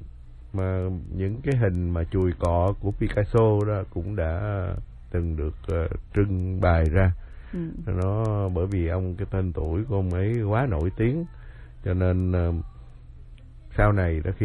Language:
Vietnamese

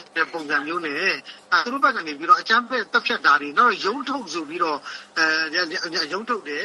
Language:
Burmese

